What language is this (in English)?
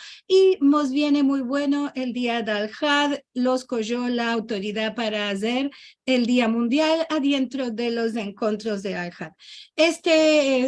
Ladino